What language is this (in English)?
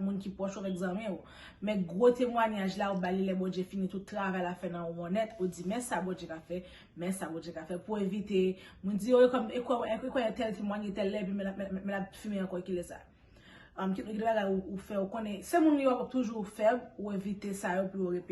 Haitian Creole